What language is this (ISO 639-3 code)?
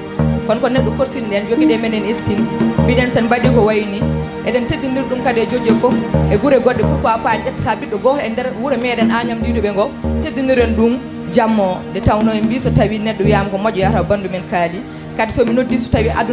ful